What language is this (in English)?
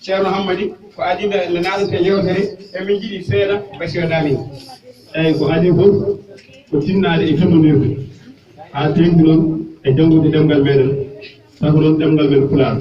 Fula